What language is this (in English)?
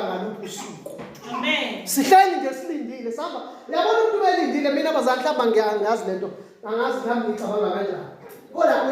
Zulu